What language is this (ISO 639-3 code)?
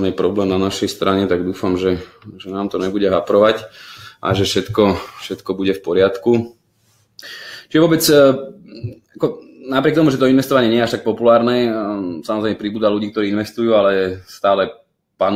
slk